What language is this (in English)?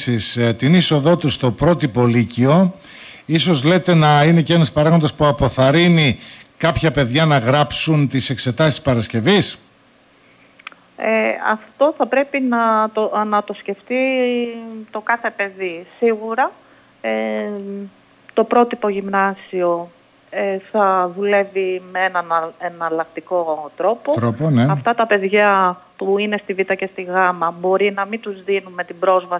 Greek